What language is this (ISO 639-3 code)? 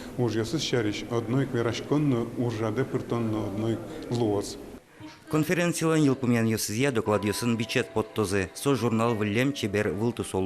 udm